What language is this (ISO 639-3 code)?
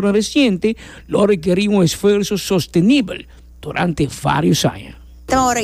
pap